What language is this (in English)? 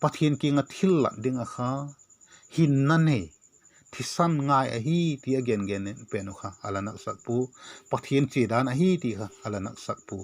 Vaiphei